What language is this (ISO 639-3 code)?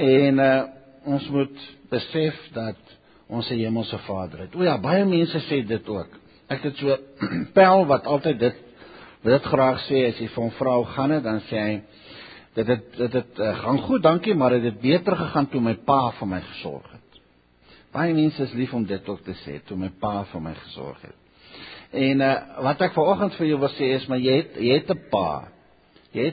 afr